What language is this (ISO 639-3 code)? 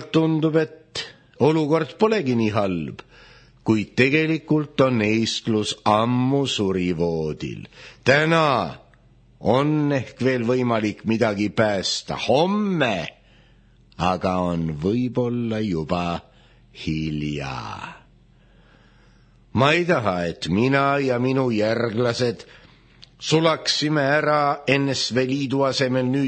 est